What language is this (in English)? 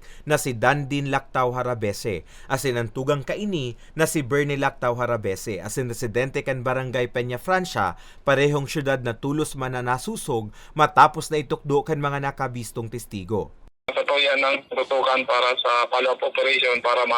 Bikol